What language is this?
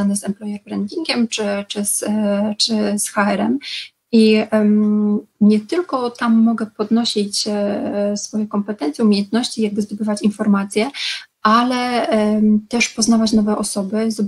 Polish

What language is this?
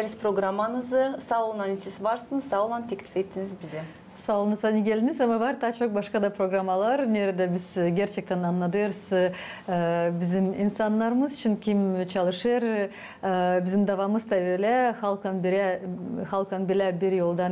Gagauz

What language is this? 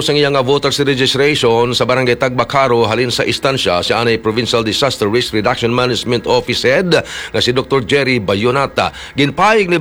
Hiligaynon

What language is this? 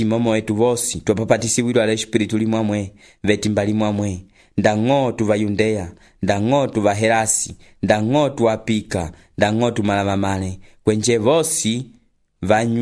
Umbundu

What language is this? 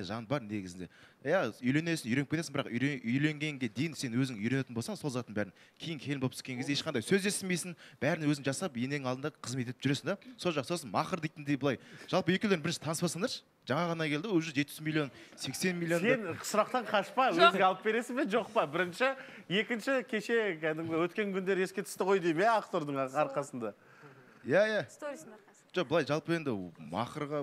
Kazakh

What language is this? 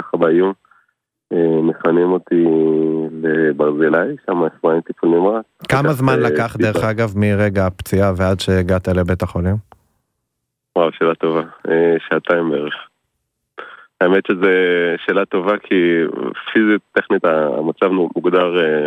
Hebrew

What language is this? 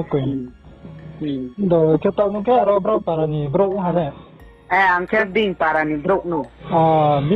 Riang (India)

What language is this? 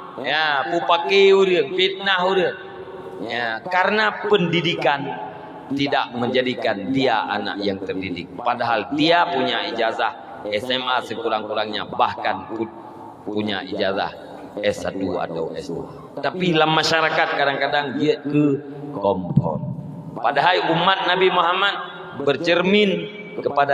Achinese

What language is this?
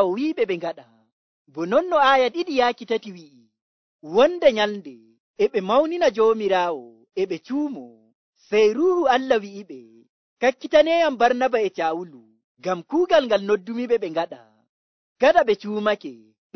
Nigerian Fulfulde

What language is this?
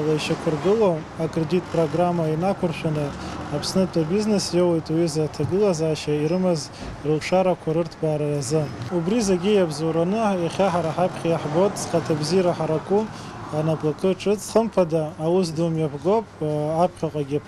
Abkhazian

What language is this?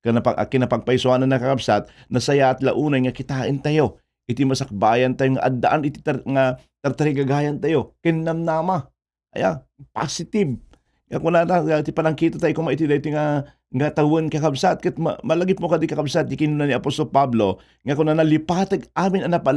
Iloko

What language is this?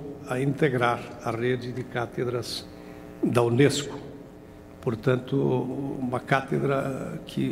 Portuguese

